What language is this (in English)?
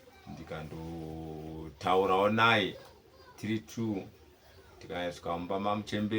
Shona